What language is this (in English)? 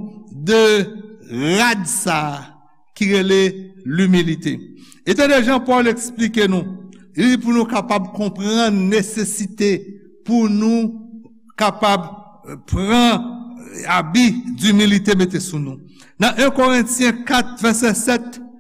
Haitian Creole